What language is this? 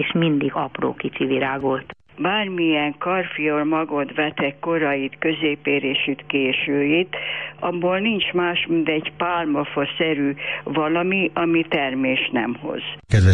Hungarian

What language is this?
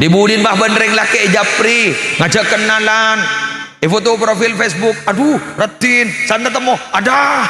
Madurese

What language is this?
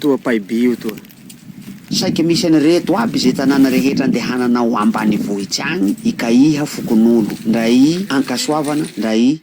Malagasy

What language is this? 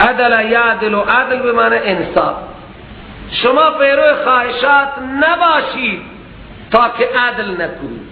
Persian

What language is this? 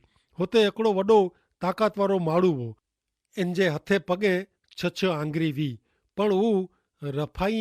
Kachhi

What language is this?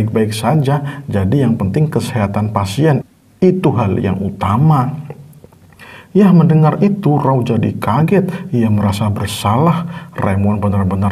Indonesian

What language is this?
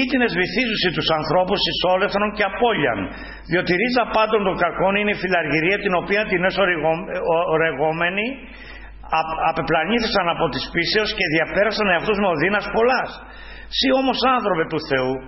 Greek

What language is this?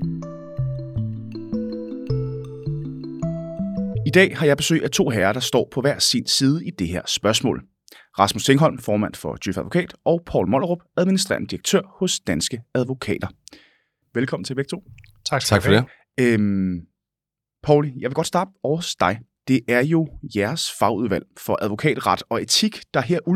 Danish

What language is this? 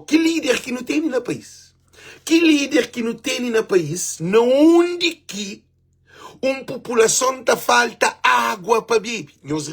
Kabuverdianu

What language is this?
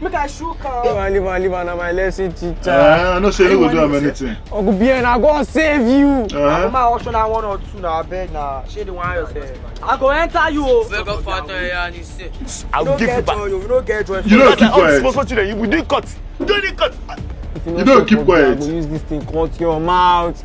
Nigerian Pidgin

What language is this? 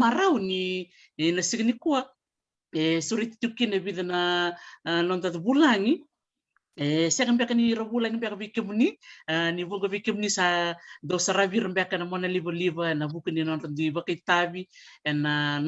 Fijian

